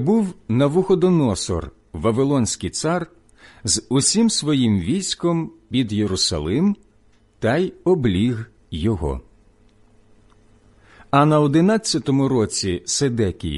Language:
Ukrainian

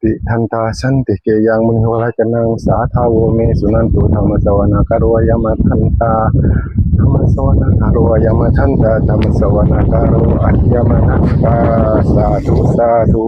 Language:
Northeastern Thai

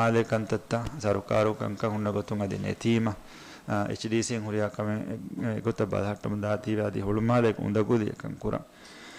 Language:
Divehi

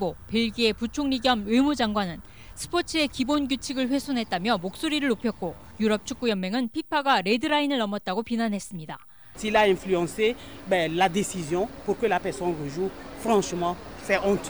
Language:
Korean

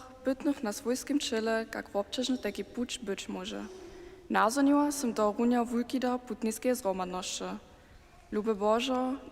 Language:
Upper Sorbian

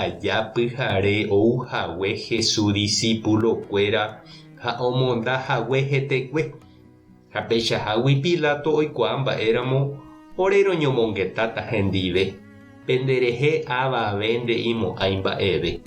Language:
Guarani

